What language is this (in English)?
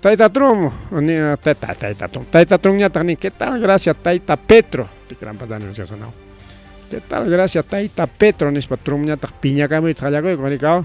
Ayacucho Quechua